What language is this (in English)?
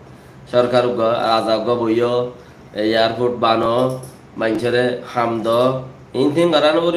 Rohingya